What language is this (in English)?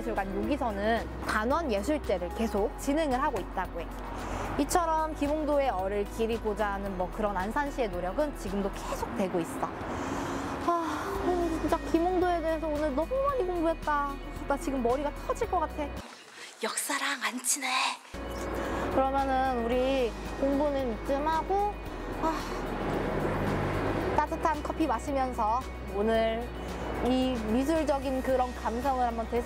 Korean